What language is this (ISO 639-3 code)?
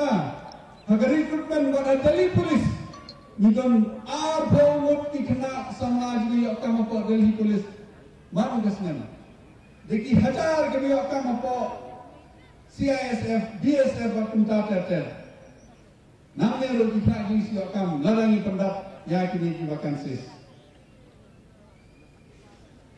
kha